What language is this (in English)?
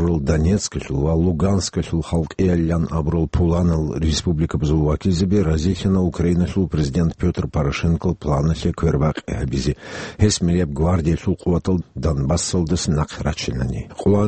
Avaric